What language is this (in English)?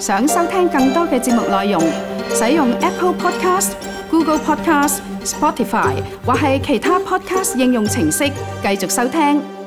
Cantonese